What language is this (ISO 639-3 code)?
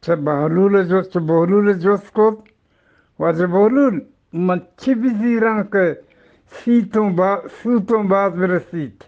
bgp